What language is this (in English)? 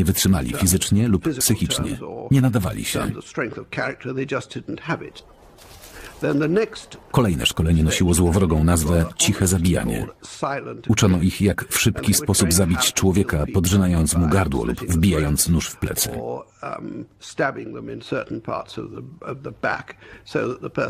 Polish